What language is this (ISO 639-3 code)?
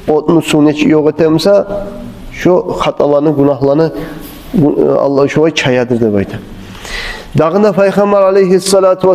kum